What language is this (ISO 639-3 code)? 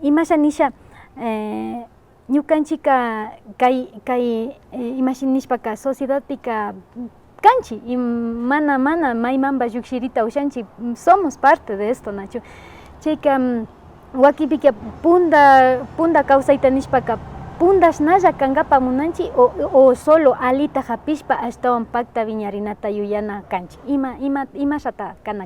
qvi